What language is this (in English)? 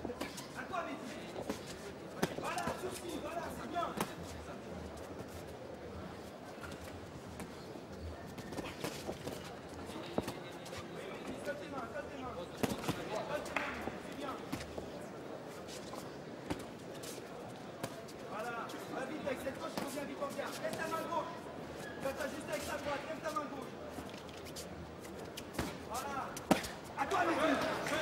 French